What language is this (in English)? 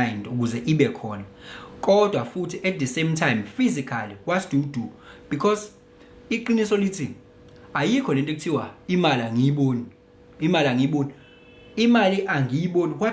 Zulu